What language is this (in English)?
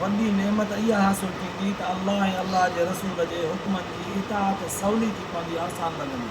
Sindhi